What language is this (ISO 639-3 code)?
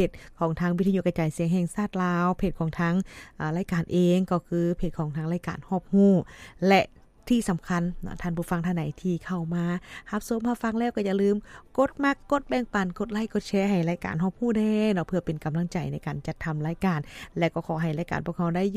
lao